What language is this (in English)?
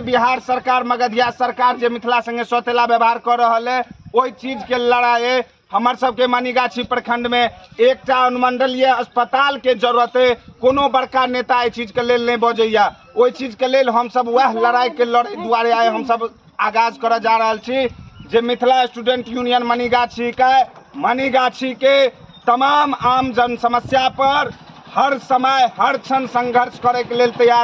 Maithili